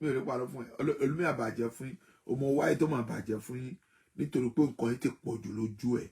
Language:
Yoruba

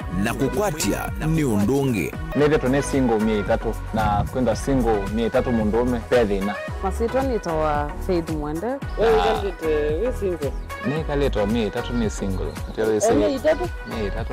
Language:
Kamba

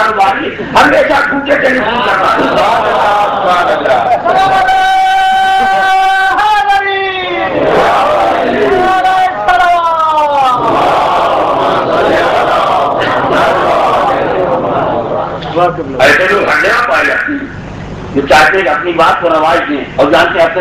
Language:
Urdu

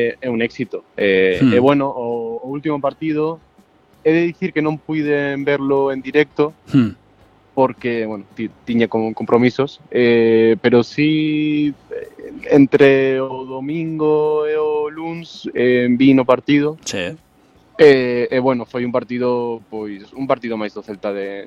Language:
Galician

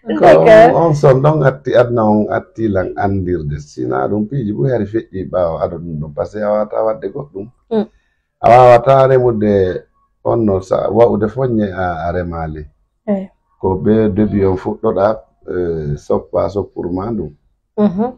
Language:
Fula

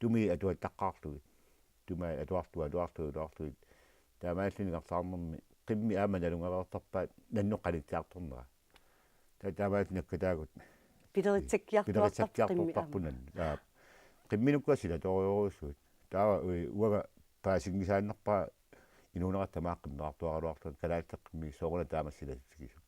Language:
Kalaallisut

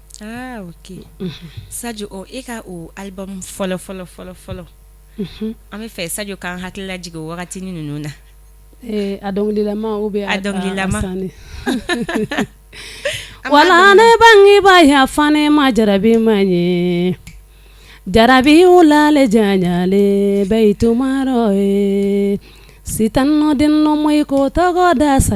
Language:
Bambara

